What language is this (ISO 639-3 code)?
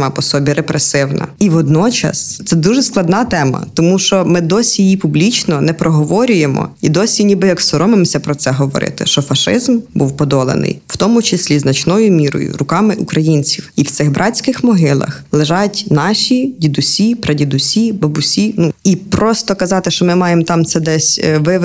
ukr